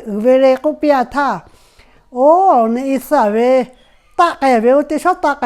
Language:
Lahu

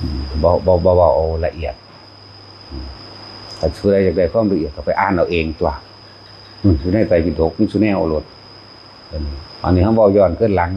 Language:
Northeastern Thai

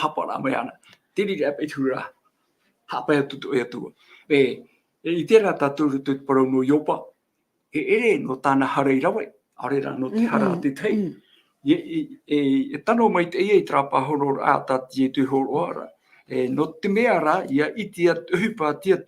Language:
Tahitian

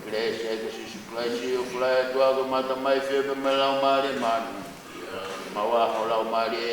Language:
Tongan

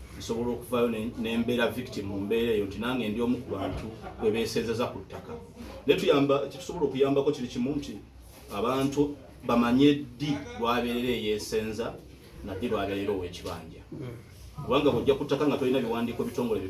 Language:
Ganda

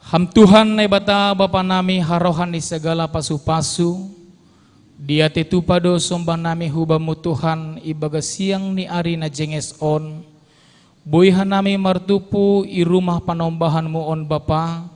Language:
Batak Simalungun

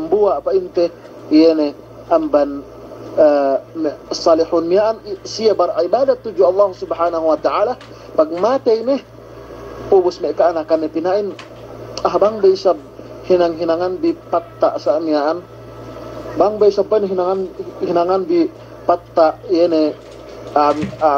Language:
Yakan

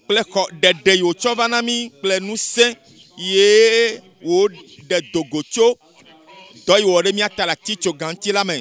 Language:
Ewe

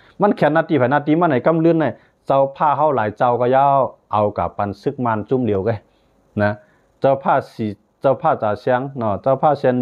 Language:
Shan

